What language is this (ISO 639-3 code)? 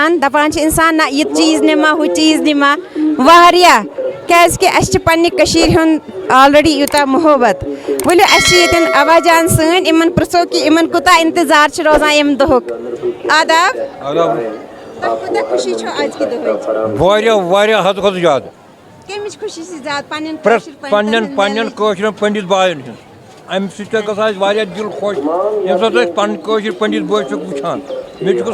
kas